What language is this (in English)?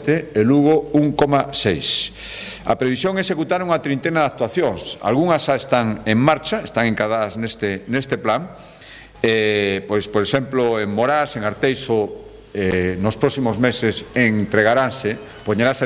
Galician